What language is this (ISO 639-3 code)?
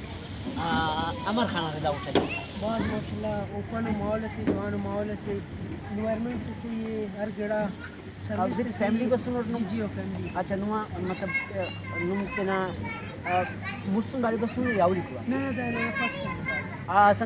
brh